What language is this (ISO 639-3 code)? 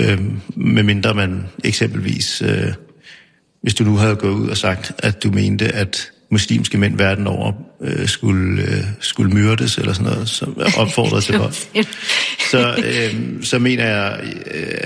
dan